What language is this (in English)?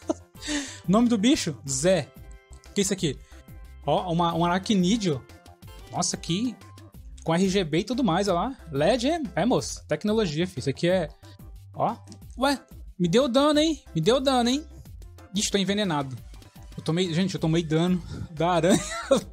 Portuguese